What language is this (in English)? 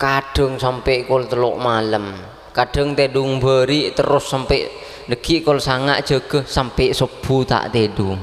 Madurese